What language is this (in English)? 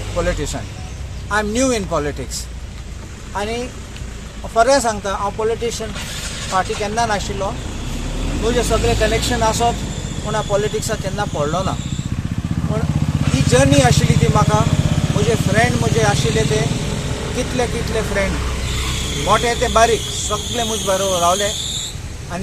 Konkani